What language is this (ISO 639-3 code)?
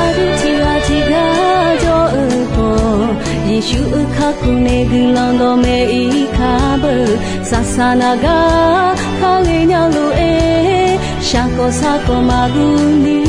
ahk